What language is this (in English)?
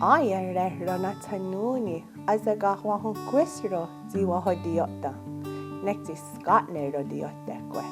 Mohawk